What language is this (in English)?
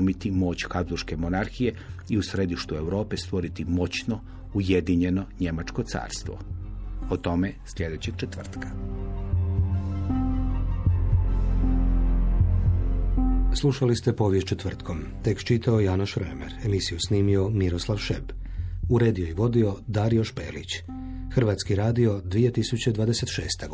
Croatian